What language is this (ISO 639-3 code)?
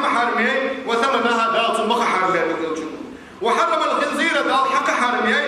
inh